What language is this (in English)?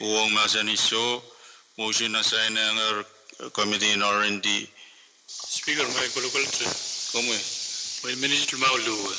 Pohnpeian